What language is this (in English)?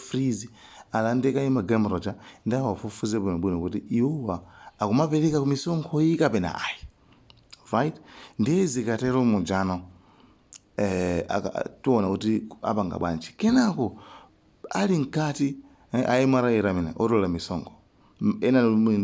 Nyanja